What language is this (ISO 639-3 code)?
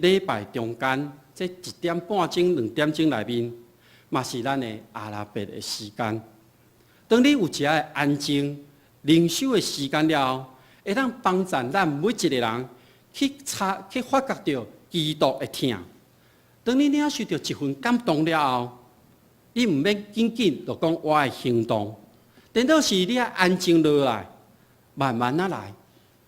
nan